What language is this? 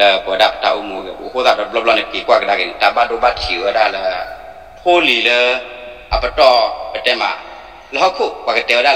S'gaw Karen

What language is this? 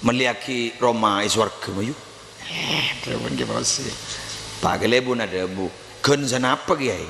Madurese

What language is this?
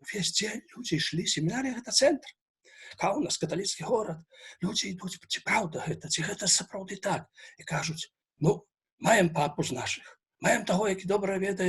Belarusian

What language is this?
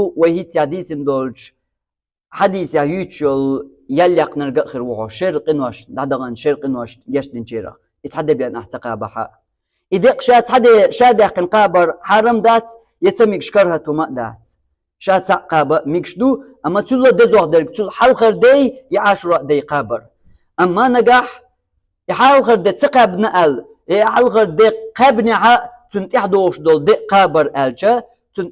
Chechen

